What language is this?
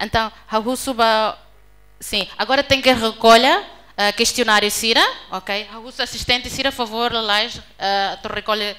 Tetum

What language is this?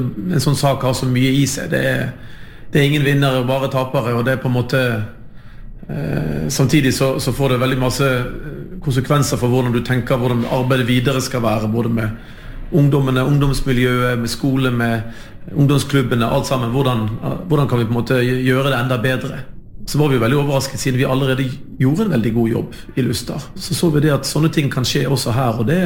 Norwegian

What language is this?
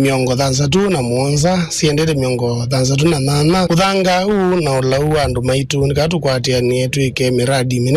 Kamba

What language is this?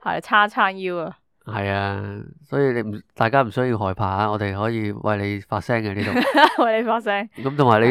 Cantonese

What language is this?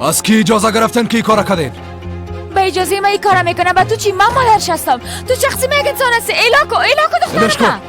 Persian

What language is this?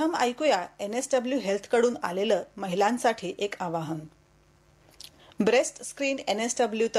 Marathi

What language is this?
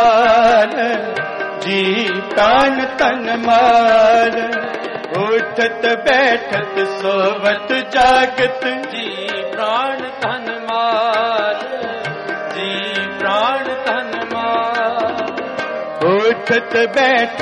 Punjabi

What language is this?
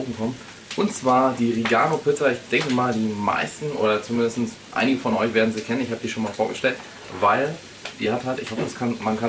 German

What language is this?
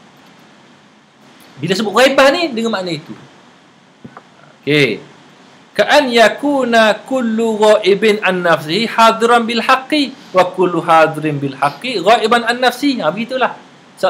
Malay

